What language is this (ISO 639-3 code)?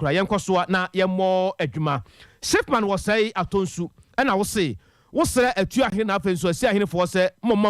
aka